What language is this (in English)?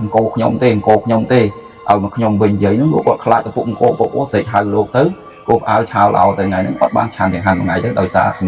Khmer